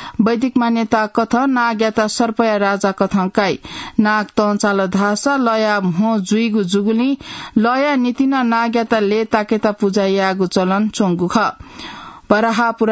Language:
Newari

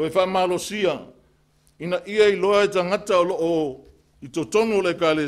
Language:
Samoan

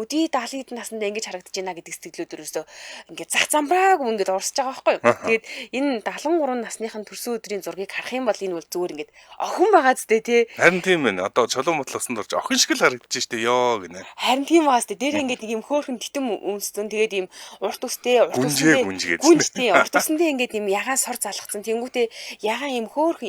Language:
Mongolian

